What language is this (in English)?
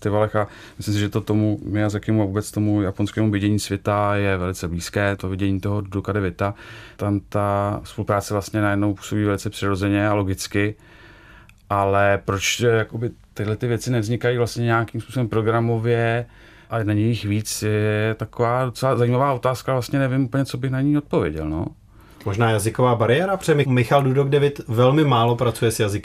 Czech